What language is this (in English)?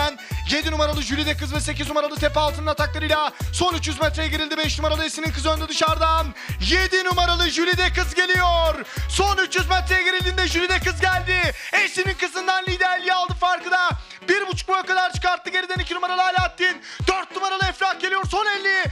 Turkish